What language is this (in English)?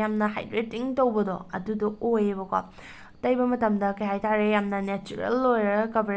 Manipuri